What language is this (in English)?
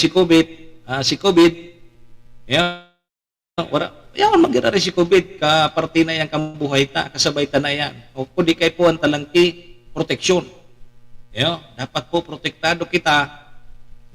Bikol